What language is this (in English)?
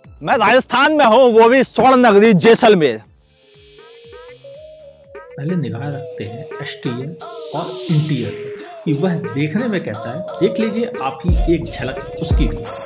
Hindi